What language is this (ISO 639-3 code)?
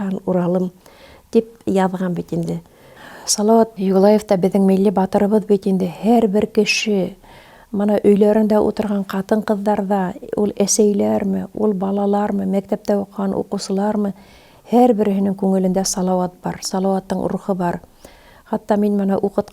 bak